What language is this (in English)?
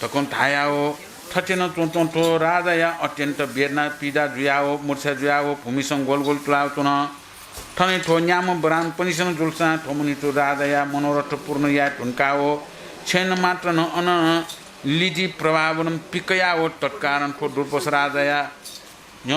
Newari